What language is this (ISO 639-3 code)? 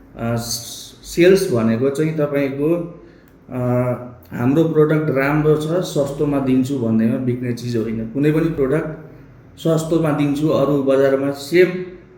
nep